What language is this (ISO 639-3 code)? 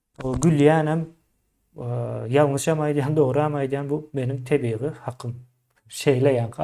tuk